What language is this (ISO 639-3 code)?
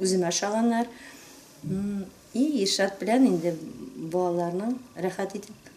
tat